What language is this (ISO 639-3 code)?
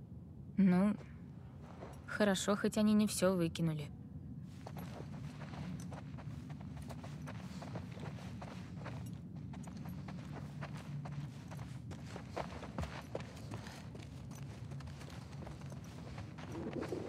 rus